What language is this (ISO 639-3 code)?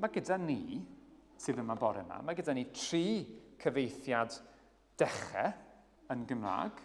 cym